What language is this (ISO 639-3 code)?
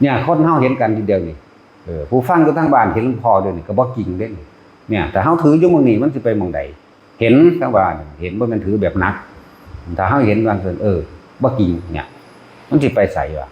lao